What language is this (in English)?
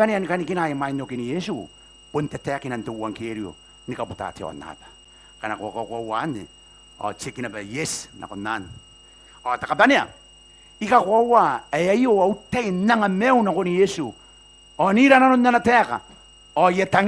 Gilbertese